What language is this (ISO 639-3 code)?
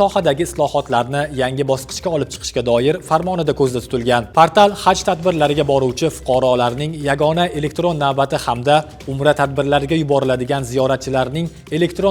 uzb